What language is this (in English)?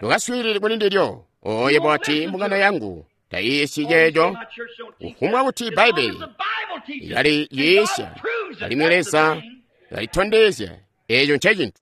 Tonga (Zambia)